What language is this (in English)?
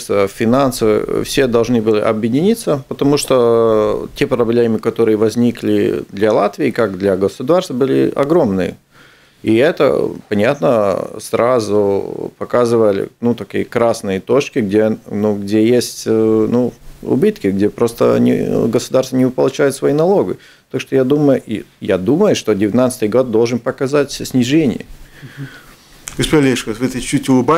Russian